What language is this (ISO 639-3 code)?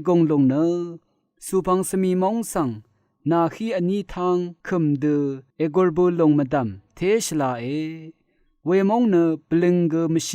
raw